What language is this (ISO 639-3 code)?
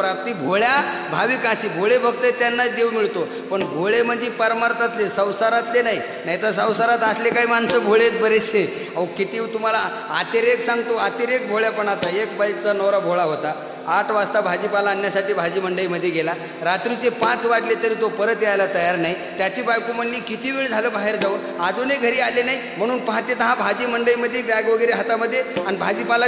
mar